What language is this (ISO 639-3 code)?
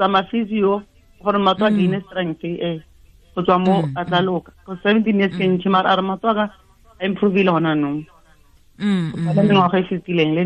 tsn